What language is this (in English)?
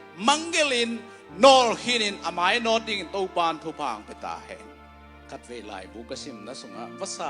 Tedim Chin